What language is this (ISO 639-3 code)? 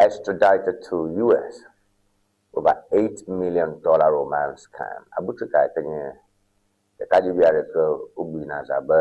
ewe